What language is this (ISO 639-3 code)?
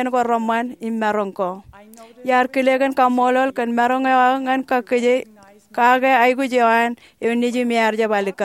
mah